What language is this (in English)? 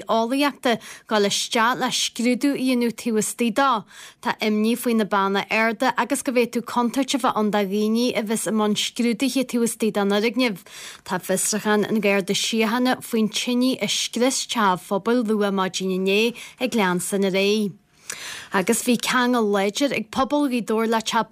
Irish